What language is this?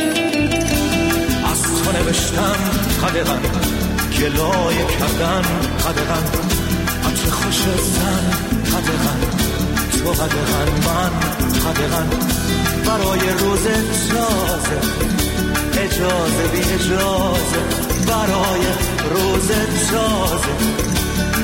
Persian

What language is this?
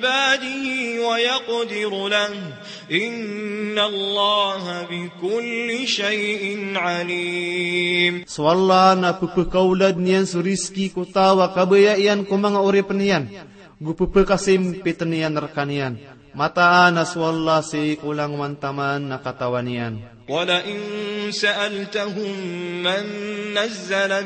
Maranao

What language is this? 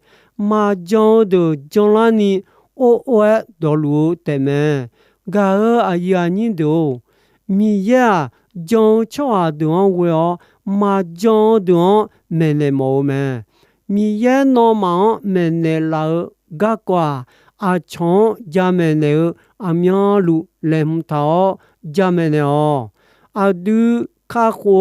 Akha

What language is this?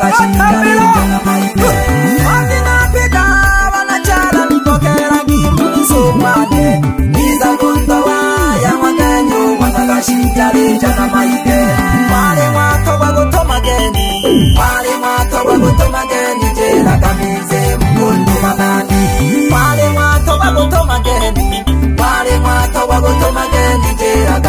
Swahili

